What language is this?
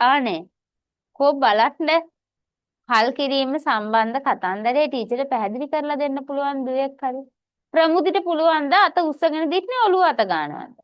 Sinhala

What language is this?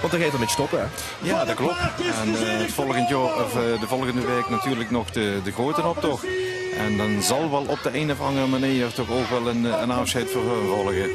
Limburgish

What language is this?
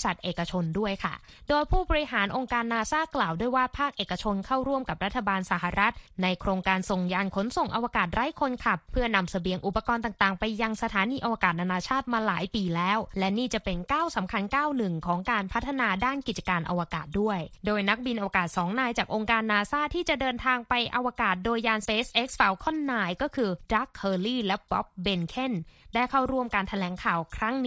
Thai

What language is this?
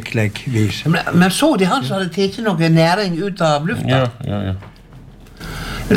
Norwegian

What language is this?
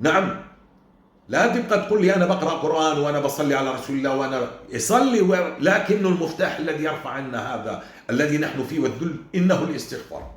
North Levantine Arabic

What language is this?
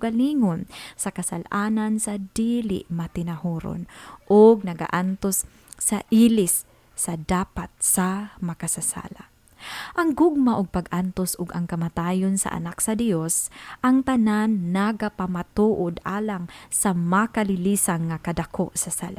Cebuano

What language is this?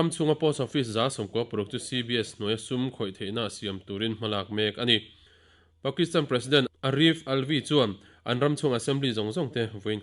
Mizo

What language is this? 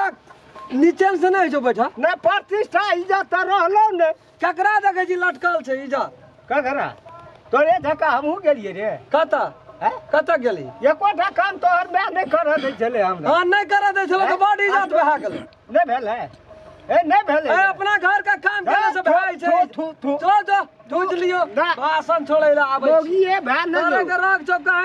Maithili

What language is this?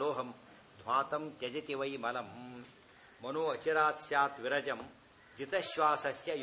Kannada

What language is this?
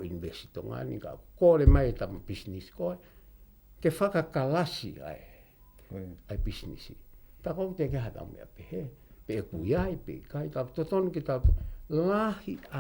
Tongan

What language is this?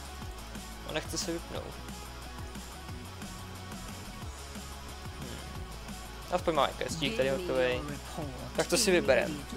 Czech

